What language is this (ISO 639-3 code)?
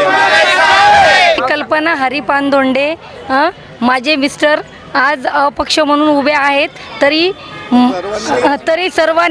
mar